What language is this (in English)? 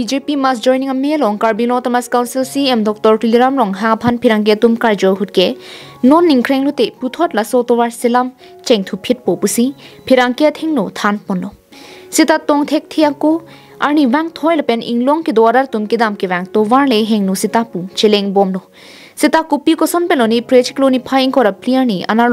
Karbi